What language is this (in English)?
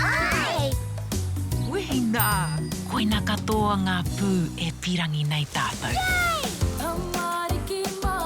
Māori